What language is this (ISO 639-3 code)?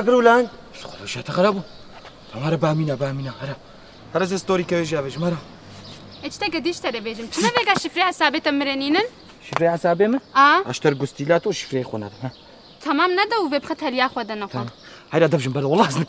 kur